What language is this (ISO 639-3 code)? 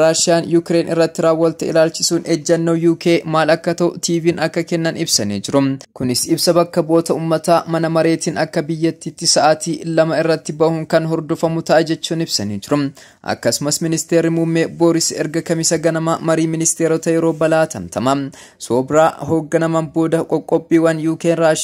orm